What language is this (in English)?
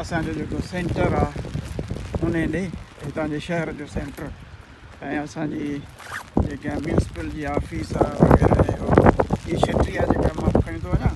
Sindhi